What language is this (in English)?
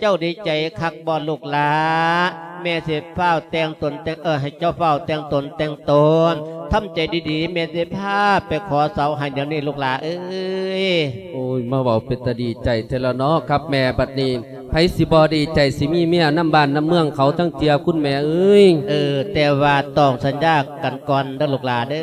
Lao